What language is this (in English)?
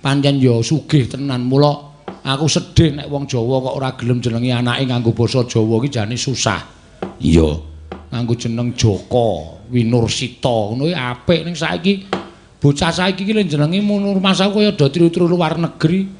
Javanese